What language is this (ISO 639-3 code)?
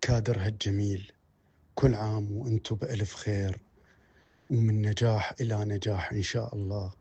acm